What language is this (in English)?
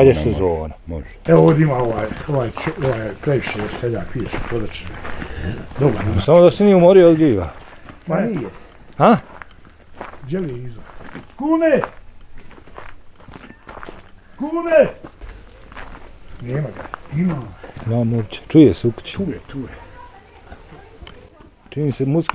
Bosnian